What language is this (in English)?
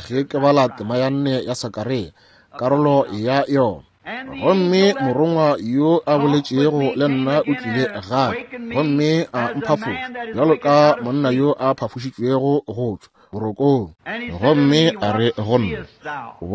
Northern Sotho